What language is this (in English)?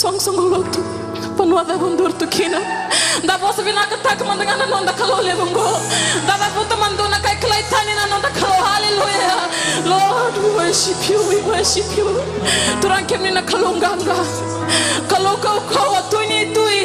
Fijian